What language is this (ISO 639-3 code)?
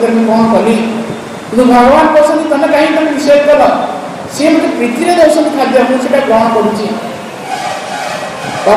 ori